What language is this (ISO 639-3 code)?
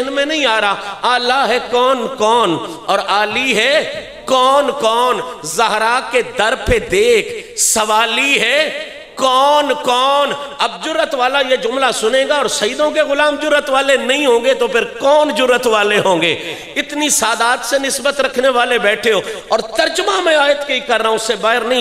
urd